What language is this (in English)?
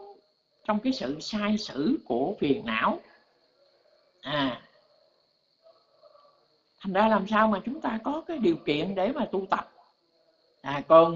Vietnamese